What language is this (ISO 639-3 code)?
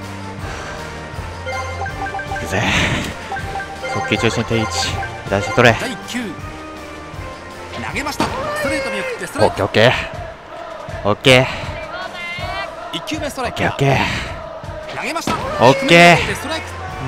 jpn